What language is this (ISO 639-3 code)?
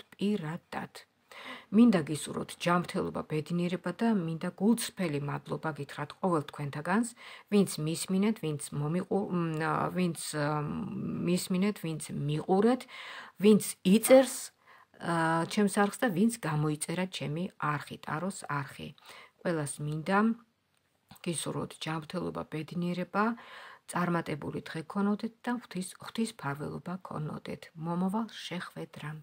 kat